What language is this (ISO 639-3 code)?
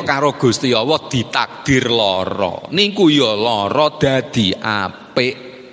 jav